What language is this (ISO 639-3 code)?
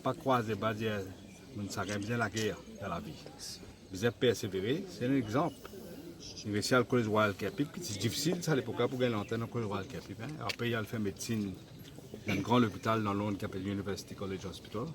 mfe